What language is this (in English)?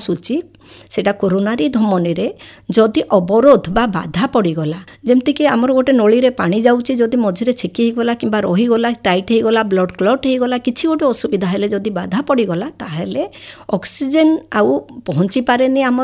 Odia